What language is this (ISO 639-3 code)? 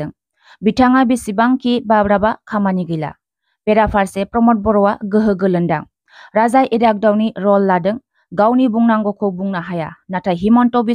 brx